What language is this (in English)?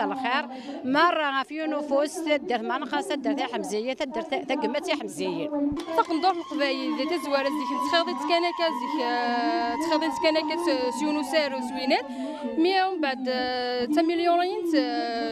Kabyle